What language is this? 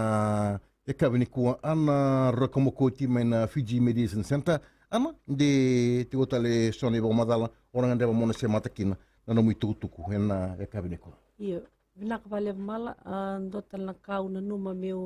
Fijian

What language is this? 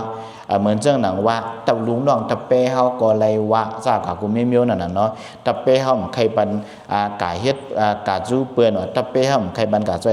Shan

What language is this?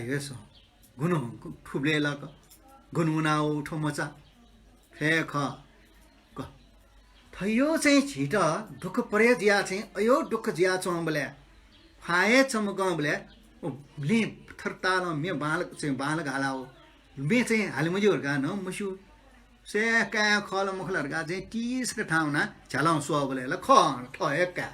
Newari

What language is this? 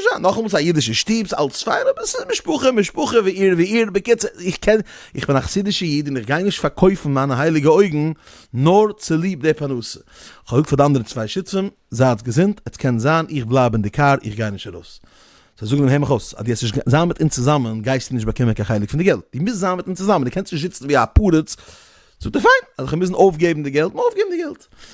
Yiddish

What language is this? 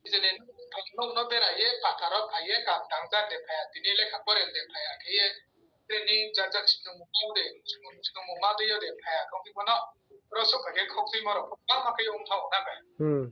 Riang (India)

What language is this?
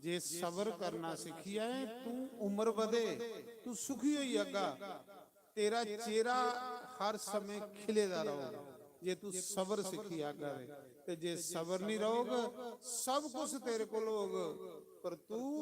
Dogri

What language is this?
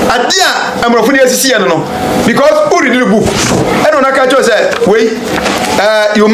Akan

